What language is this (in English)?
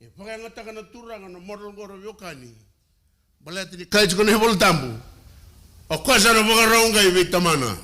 Fijian